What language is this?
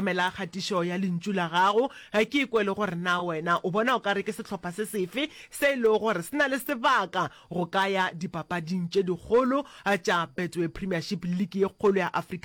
Northern Sotho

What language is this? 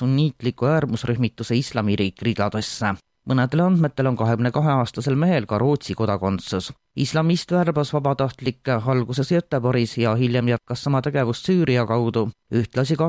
Estonian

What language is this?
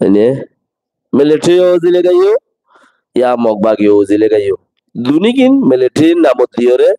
Rohingya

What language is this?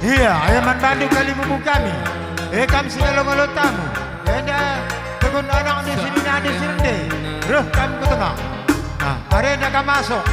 Batak Karo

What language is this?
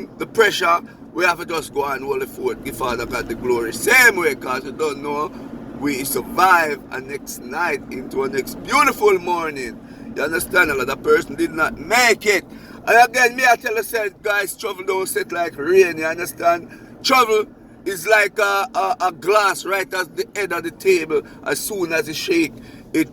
Jamaican Creole English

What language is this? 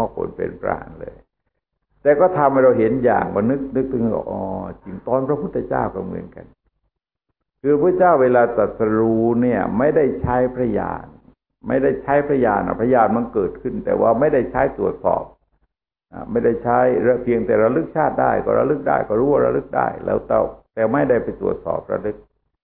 Thai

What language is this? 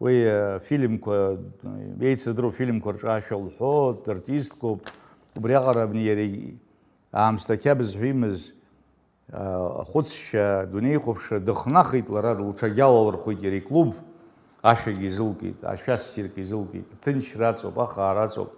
Abkhazian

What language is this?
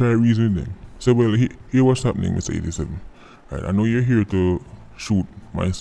Jamaican Creole English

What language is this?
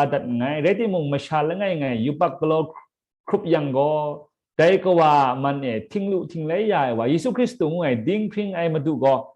Kachin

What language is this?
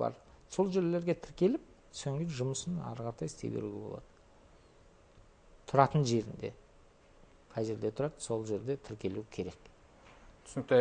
Kazakh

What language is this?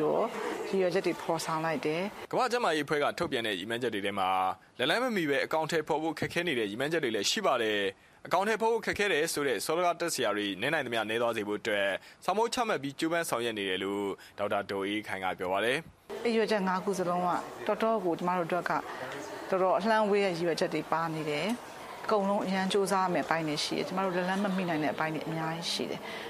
Burmese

